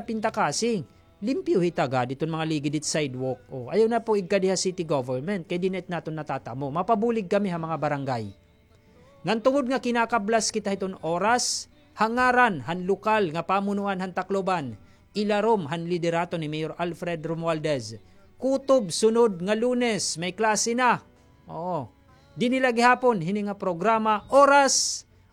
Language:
Waray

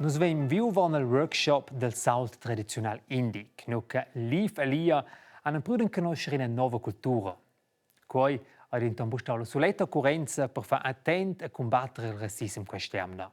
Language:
Romansh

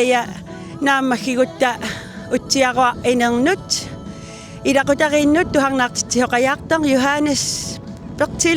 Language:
Kalaallisut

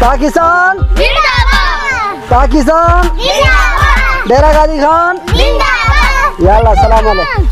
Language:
Saraiki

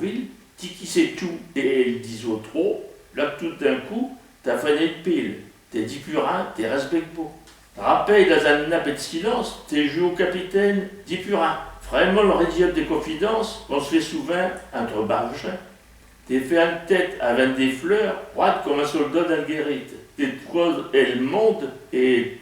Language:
Picard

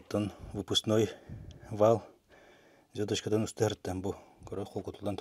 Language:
Yakut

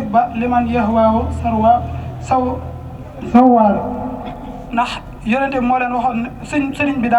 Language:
Wolof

